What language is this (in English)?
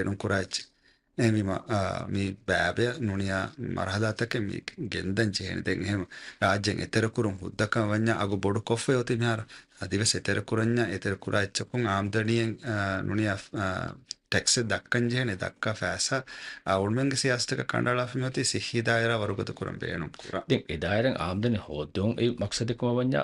Divehi